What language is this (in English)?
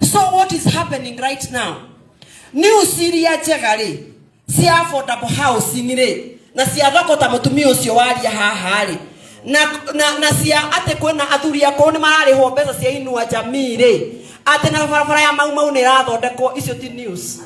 Kikuyu